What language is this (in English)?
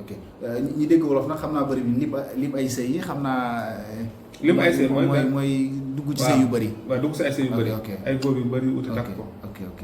Wolof